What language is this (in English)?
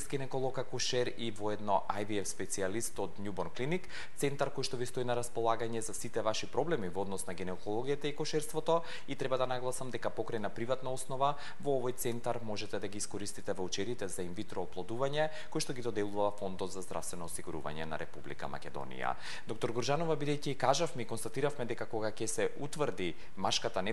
Macedonian